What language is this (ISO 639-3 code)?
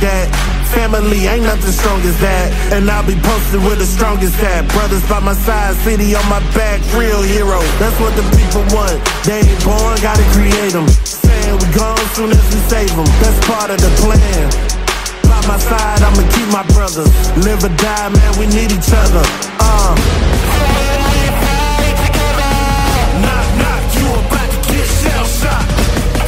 eng